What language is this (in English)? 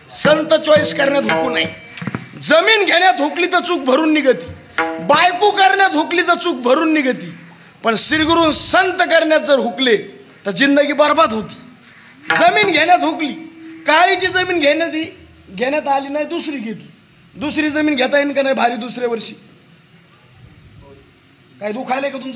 Marathi